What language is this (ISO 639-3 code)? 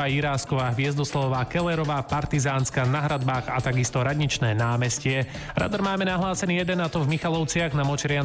slk